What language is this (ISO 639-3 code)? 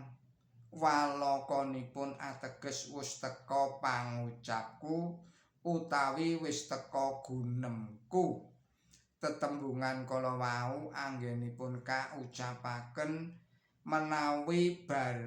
jav